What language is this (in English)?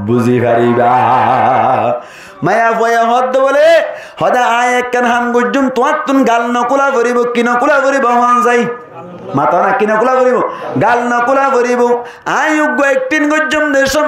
Rohingya